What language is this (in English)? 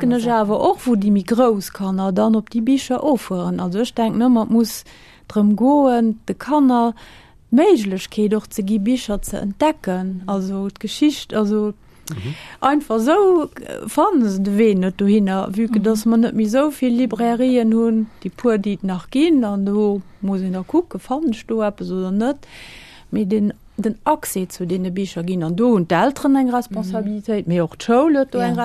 Luxembourgish